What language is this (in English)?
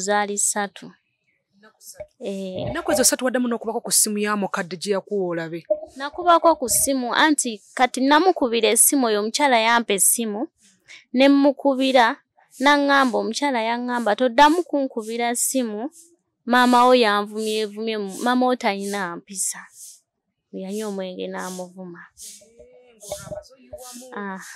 Ganda